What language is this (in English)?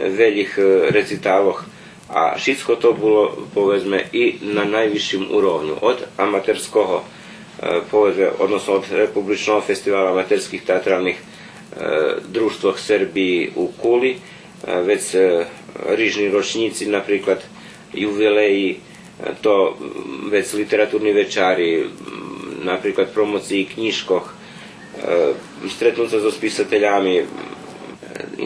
Rusyn